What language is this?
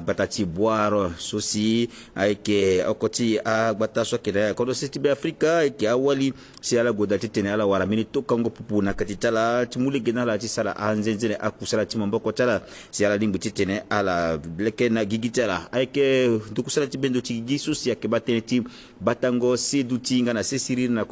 Sango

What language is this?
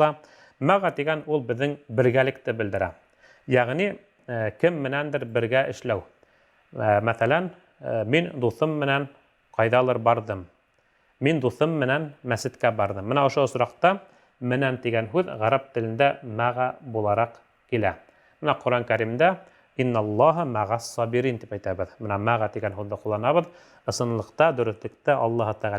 Bashkir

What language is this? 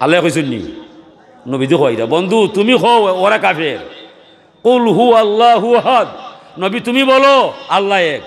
Sylheti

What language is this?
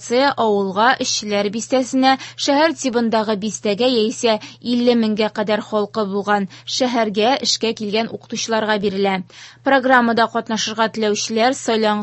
Tatar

